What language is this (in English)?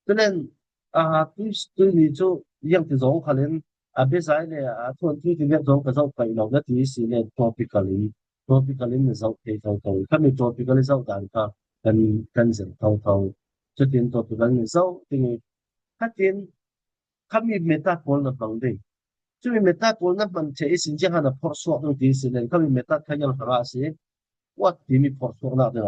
Falam Chin